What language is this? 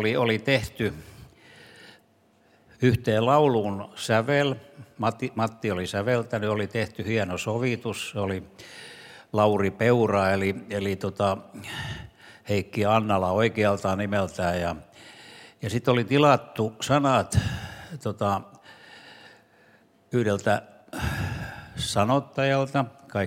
Finnish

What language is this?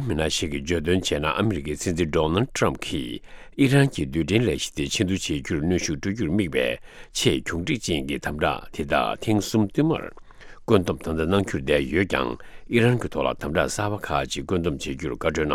Tibetan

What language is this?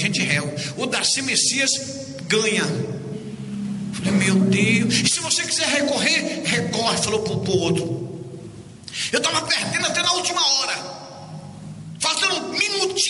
Portuguese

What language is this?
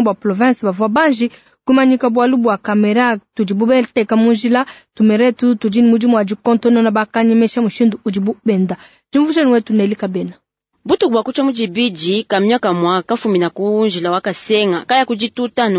Luba-Lulua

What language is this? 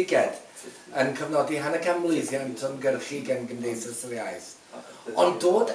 Welsh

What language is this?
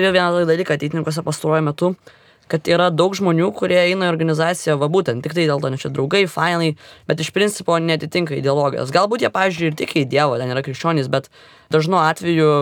Lithuanian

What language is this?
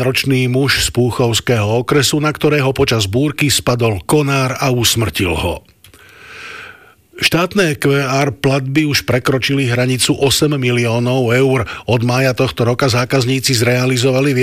Slovak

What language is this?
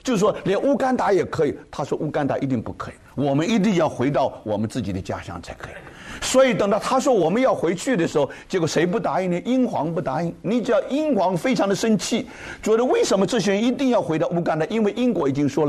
Chinese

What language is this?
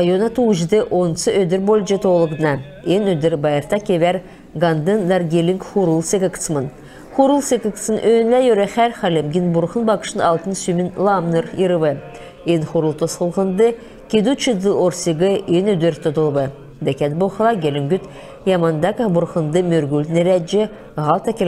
Kalmyk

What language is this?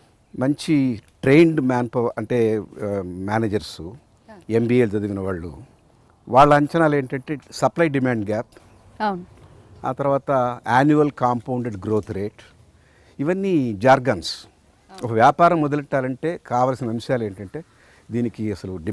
Telugu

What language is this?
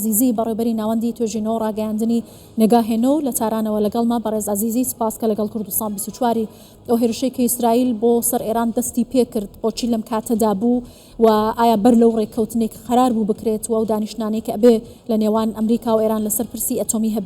Central Kurdish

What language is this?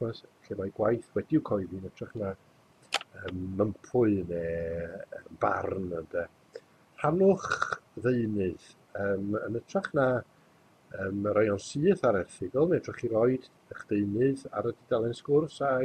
Welsh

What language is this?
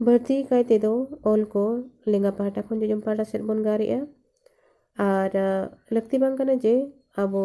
Santali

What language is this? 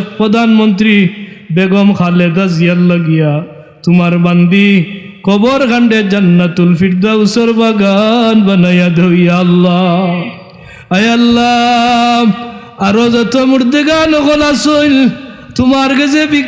Sylheti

